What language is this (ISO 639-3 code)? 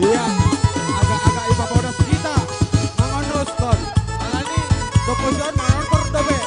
bts